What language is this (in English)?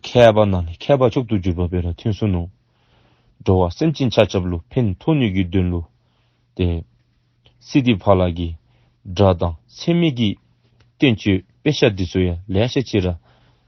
Dzongkha